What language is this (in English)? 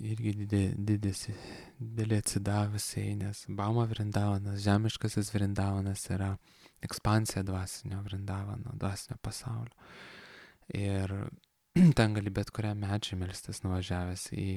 Lithuanian